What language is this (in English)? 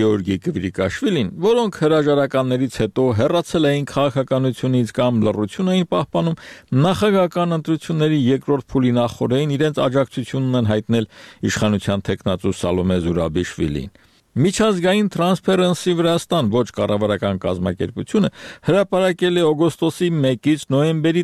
Armenian